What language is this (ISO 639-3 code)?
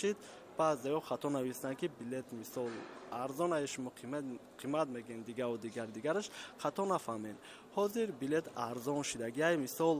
tgk